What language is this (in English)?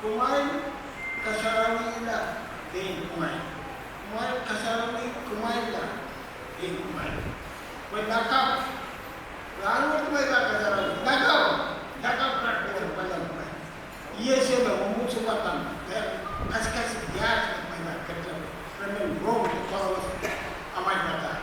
Pohnpeian